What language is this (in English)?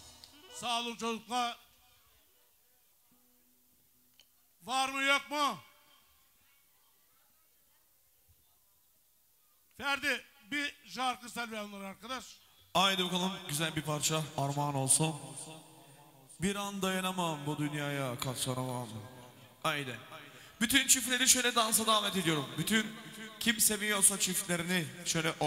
Turkish